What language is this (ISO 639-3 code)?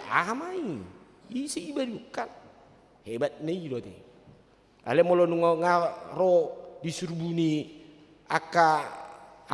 bbc